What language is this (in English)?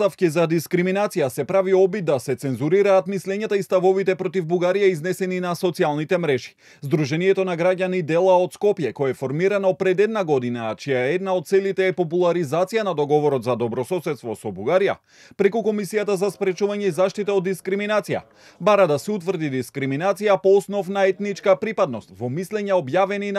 Macedonian